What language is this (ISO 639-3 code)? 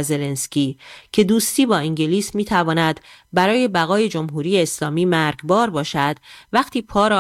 fas